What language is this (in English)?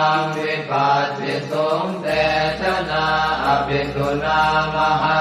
Pali